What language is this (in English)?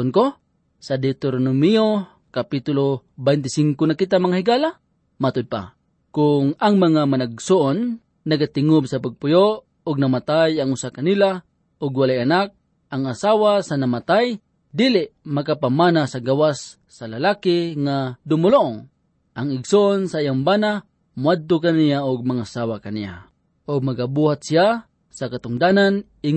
Cebuano